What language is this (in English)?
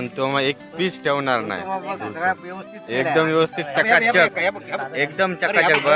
Marathi